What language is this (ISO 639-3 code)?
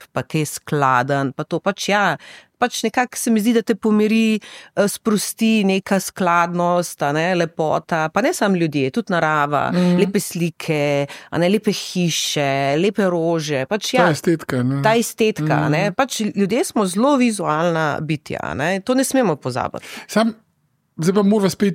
slv